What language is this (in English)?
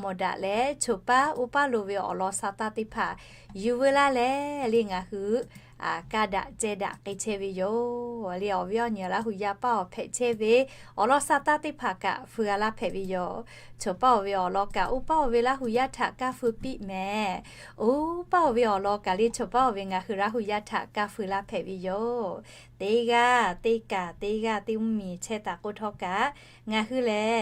Lahu